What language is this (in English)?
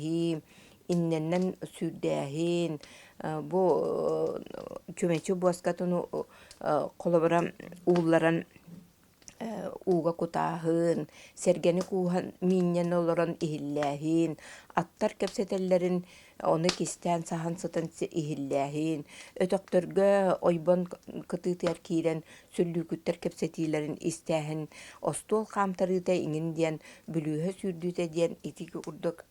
Yakut